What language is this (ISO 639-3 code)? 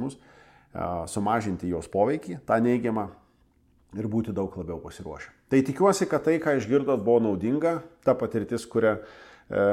lit